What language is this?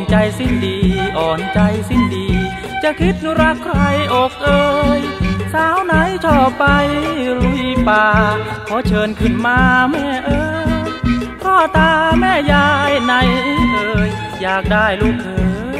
Thai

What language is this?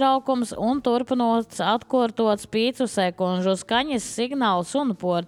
Latvian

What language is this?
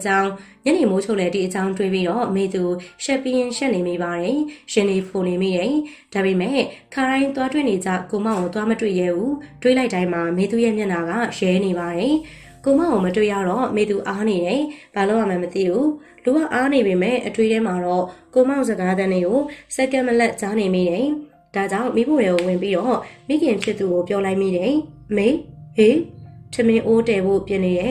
Burmese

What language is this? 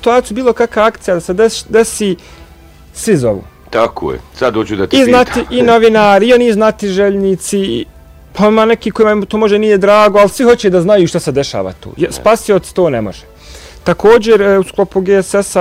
Bosnian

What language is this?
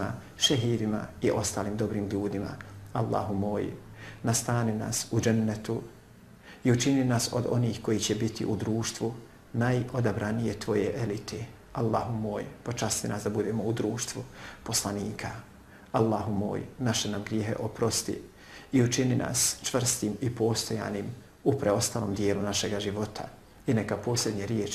Bosnian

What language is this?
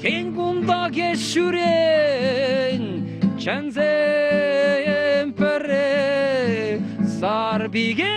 Chuvash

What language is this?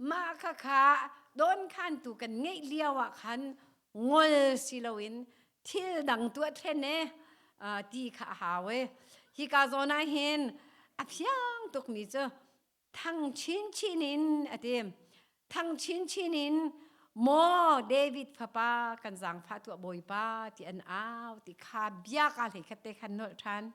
Hakha Chin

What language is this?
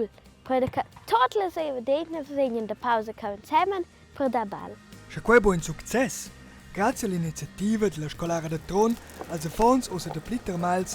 Romansh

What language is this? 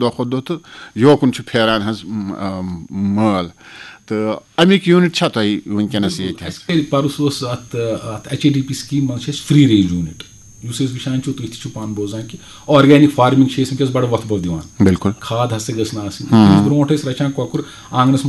Kashmiri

